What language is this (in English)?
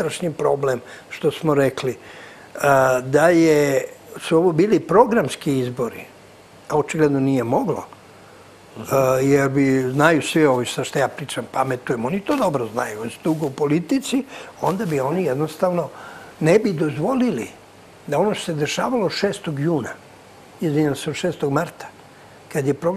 Serbian